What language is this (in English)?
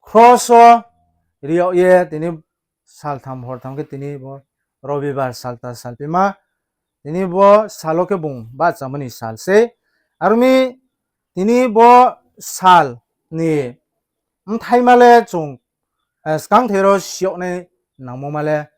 Riang (India)